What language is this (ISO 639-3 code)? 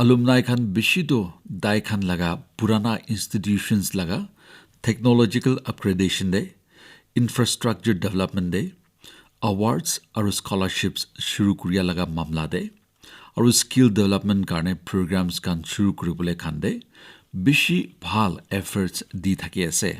nag